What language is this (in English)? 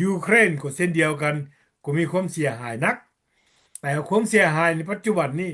Lao